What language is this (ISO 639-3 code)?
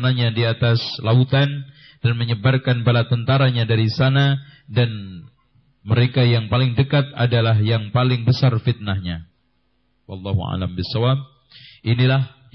ind